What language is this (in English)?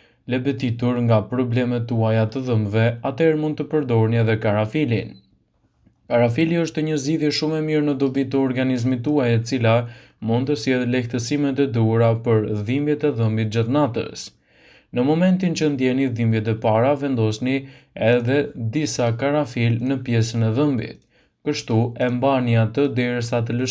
Albanian